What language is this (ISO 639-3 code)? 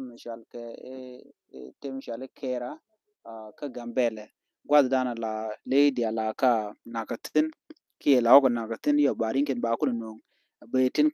nus